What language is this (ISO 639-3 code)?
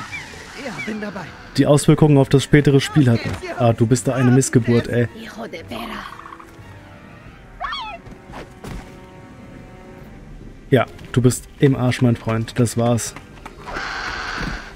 deu